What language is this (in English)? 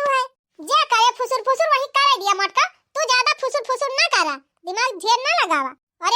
Awadhi